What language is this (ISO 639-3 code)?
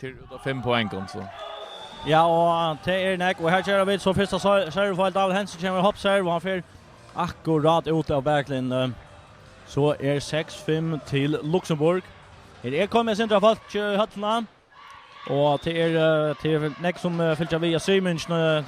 fao